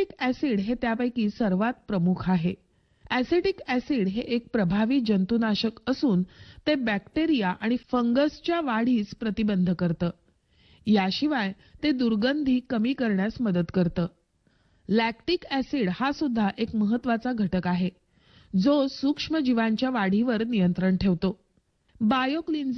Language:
Marathi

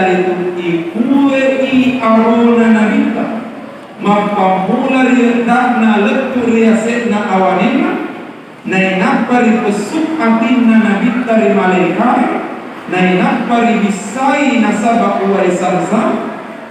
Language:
Buginese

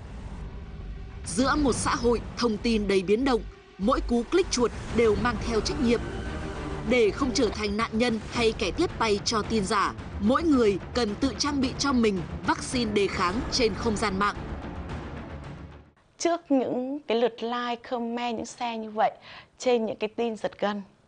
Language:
Vietnamese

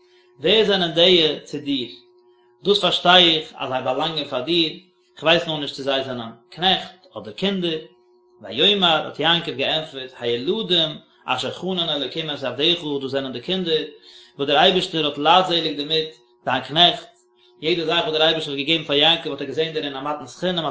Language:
Yiddish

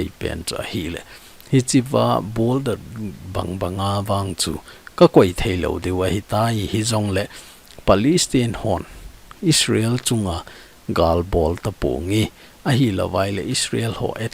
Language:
Thado Chin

